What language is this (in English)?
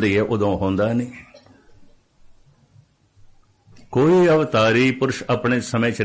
Punjabi